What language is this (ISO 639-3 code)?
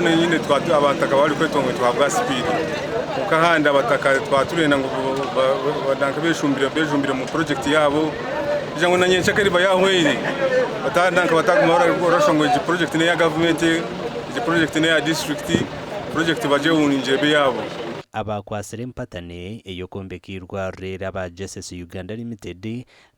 nyn